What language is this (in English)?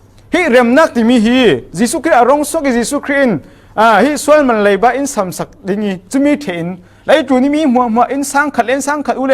Falam Chin